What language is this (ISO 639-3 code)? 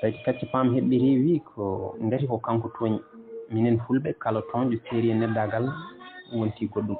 ful